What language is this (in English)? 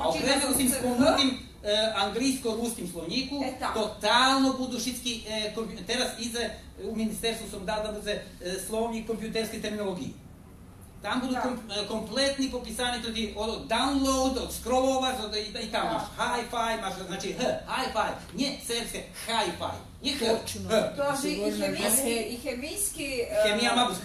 Rusyn